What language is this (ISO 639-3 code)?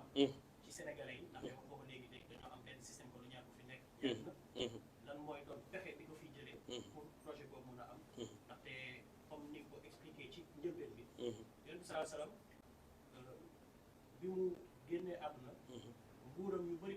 wol